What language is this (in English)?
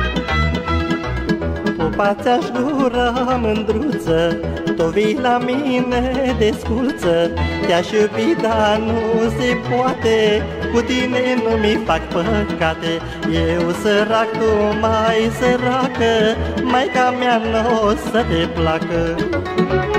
Romanian